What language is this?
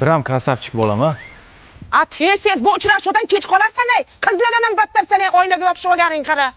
Uzbek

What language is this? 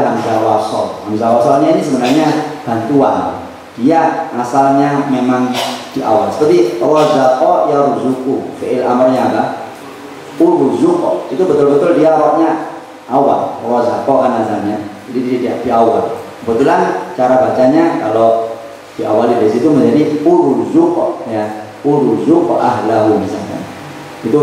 Indonesian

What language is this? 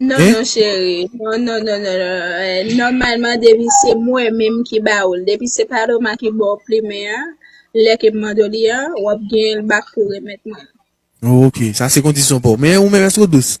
Haitian Creole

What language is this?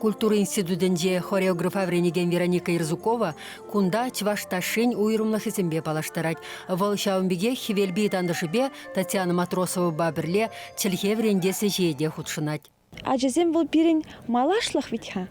Chuvash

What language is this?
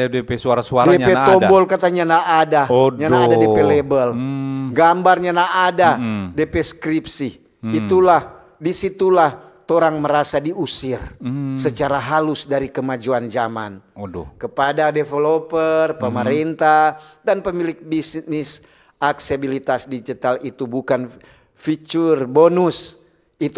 Manado Malay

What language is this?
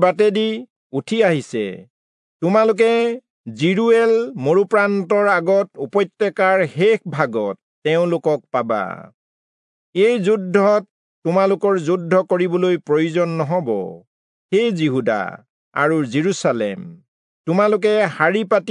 Assamese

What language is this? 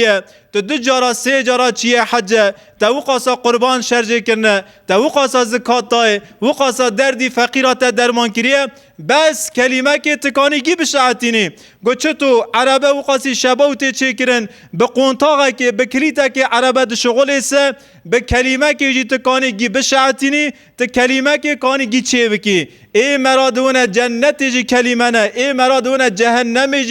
Kurdish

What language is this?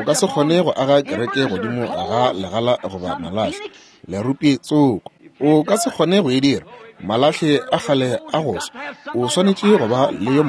Northern Sotho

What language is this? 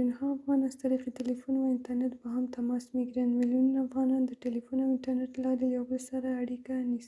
Pashto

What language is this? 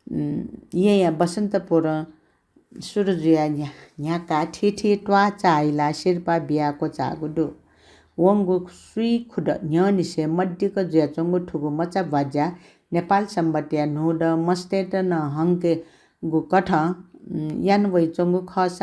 Newari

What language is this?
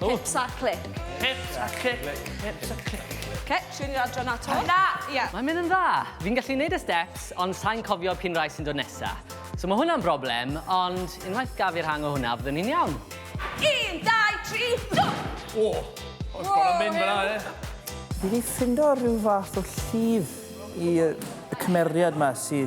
Welsh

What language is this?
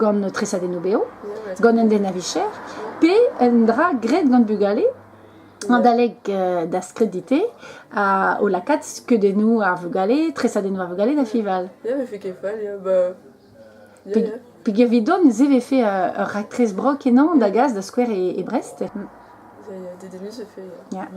Breton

